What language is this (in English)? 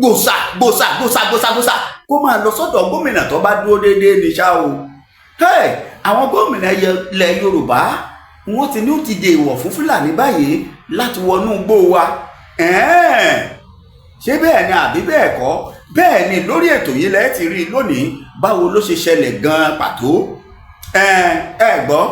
Yoruba